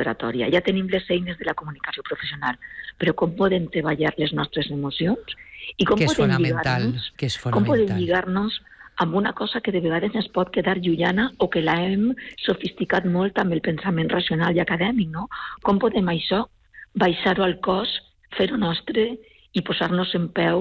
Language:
Catalan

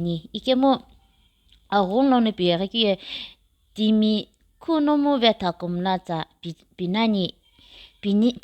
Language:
Sumi Naga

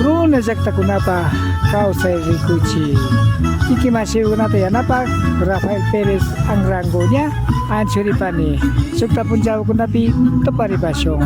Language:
Imbabura Highland Quichua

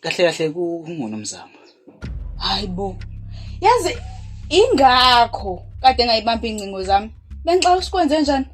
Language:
Zulu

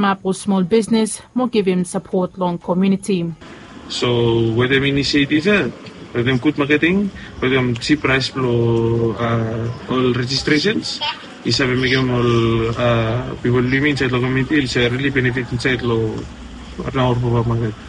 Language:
Bislama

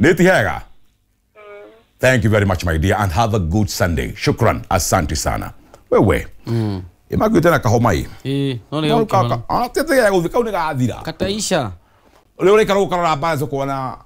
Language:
Kikuyu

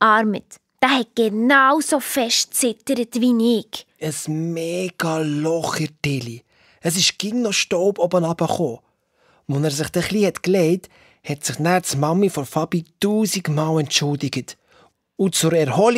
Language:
Swiss German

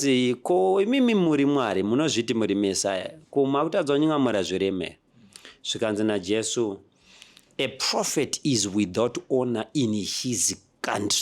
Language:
Shona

